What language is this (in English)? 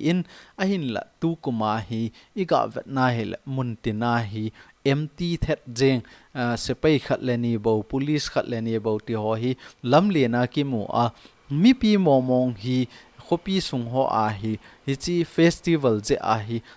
Thado Chin